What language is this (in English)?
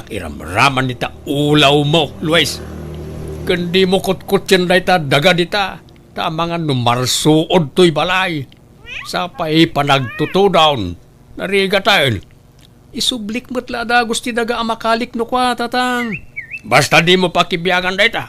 Iloko